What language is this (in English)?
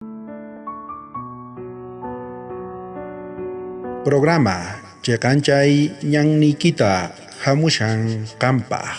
South Bolivian Quechua